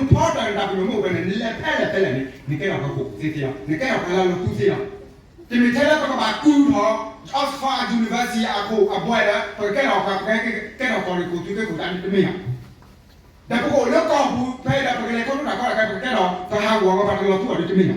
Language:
S'gaw Karen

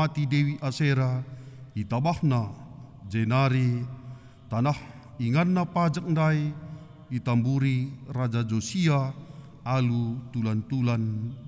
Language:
Batak Karo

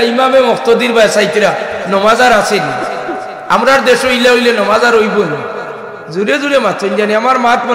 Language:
Sylheti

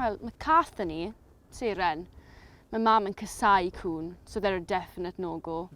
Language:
Welsh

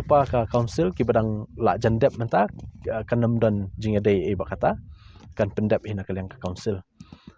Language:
Khasi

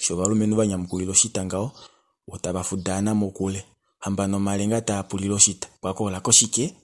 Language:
Kuanyama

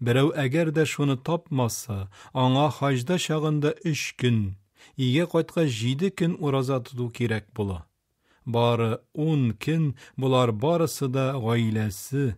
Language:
Tatar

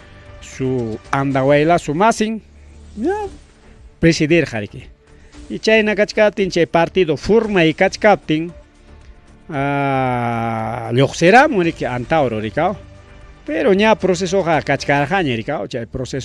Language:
Ayacucho Quechua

